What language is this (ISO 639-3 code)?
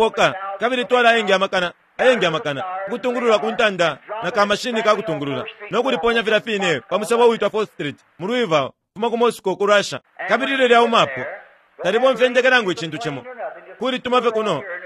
bem